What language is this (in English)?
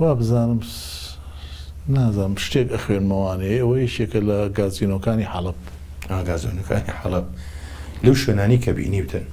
Central Kurdish